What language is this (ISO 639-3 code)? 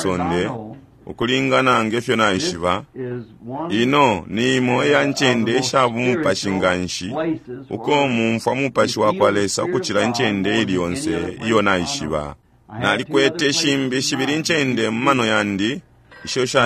bem